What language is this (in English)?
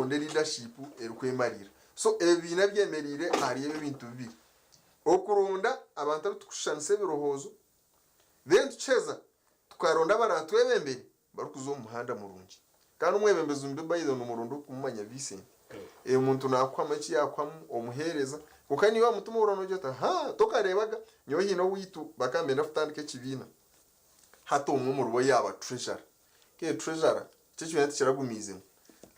Nyankole